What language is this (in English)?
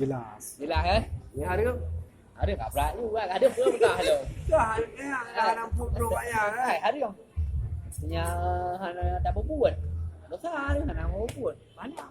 Achinese